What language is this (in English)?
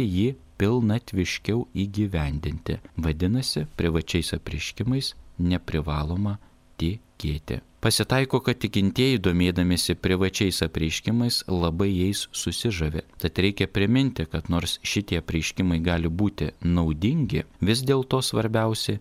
Lithuanian